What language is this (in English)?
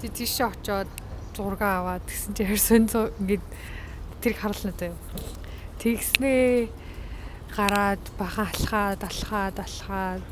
Mongolian